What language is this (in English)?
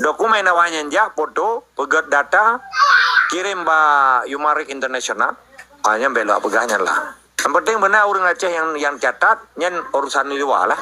Achinese